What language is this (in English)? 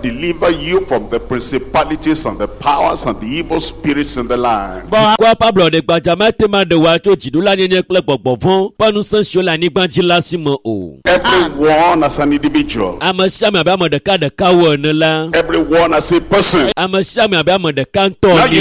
Ewe